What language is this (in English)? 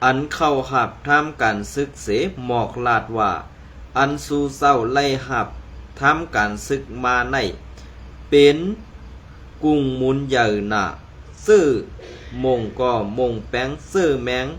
Shan